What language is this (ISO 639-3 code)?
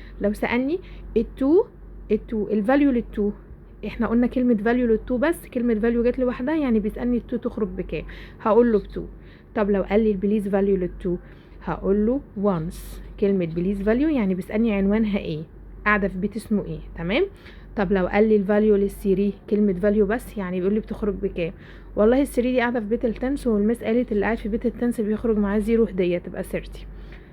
arz